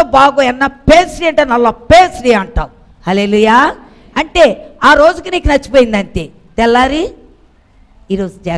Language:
Telugu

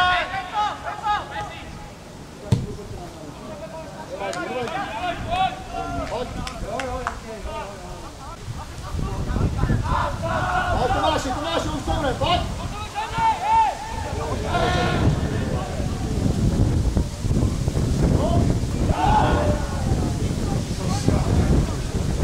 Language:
Czech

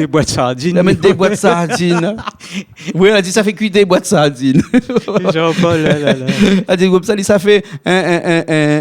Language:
Réunion Creole French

